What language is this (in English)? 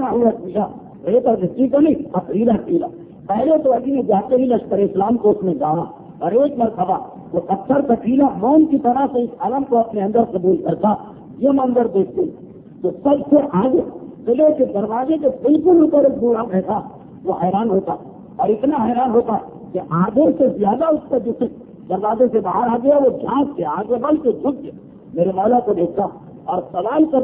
Urdu